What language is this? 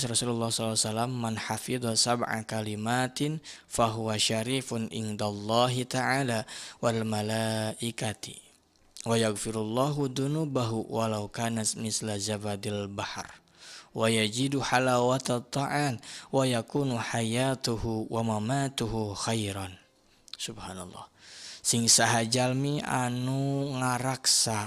Sundanese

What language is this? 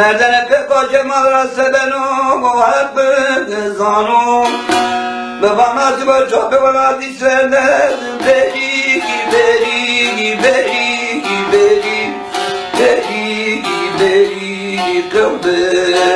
Zaza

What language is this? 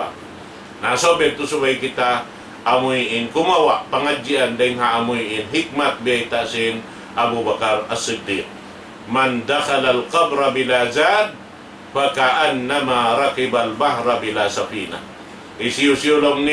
Tausug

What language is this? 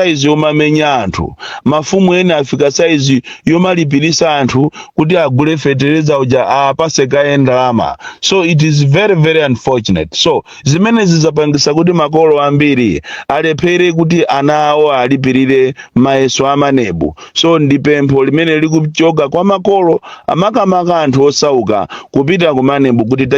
Nyanja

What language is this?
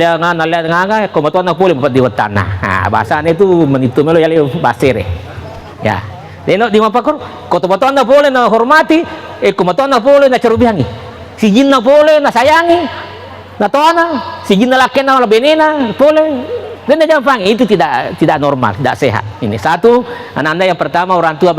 Buginese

